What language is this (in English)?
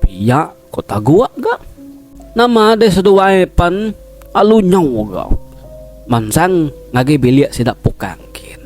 Iban